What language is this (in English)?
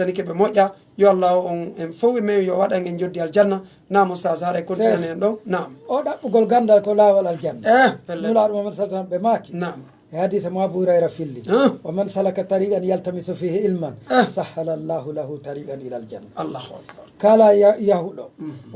Pular